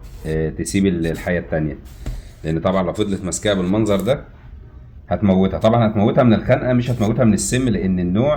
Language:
Egyptian Arabic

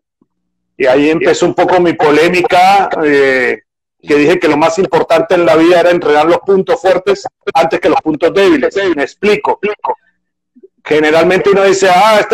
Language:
Spanish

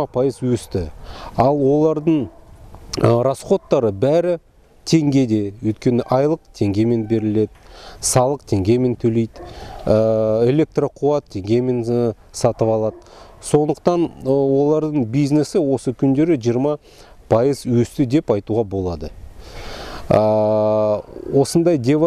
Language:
Kazakh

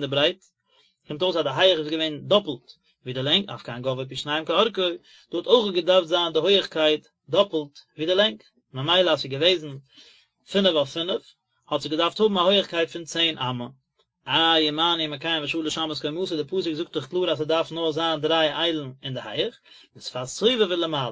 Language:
Yiddish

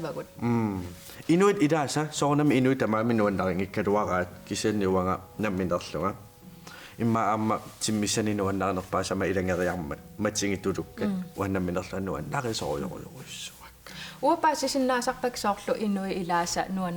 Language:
Kalaallisut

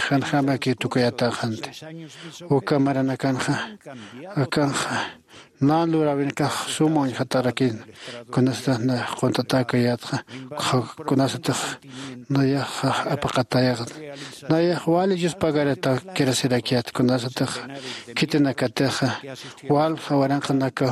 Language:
Aymara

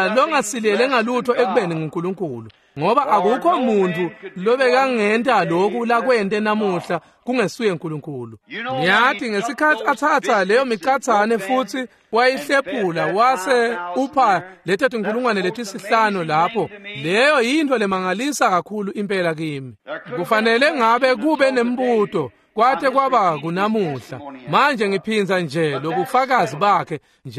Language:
Swati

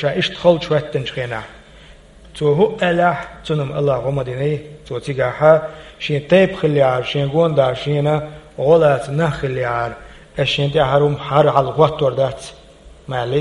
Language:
Chechen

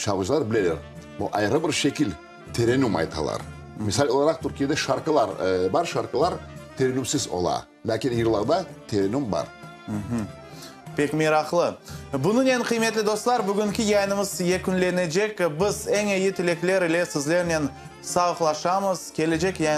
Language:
Crimean Tatar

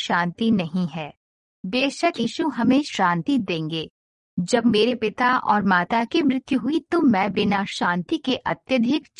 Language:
Hindi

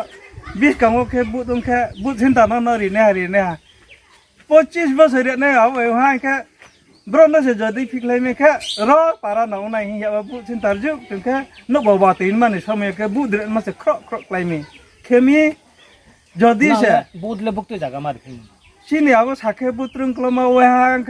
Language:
Riang (India)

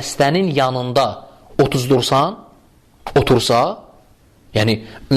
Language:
Azerbaijani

